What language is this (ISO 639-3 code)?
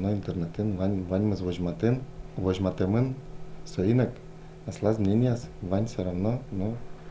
udm